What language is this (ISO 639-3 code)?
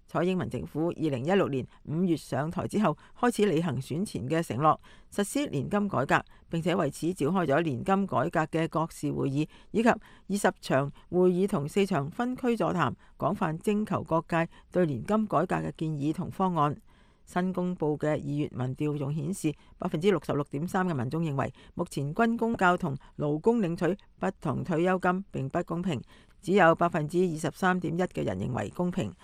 yue